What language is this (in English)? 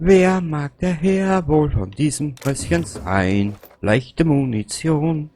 Bavarian